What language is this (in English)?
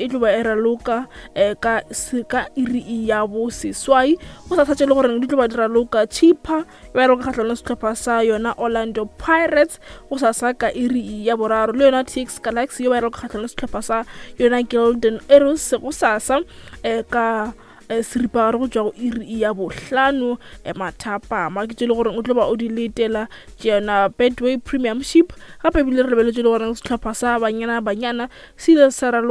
Northern Sotho